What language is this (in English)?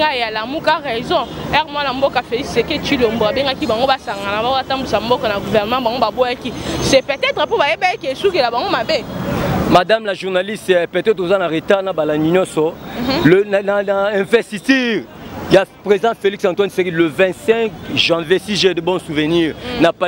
Lingala